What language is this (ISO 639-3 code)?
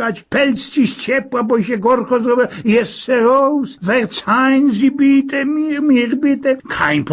szl